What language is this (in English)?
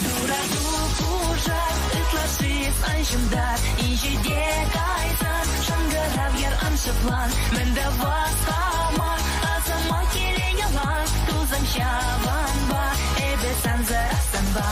Chuvash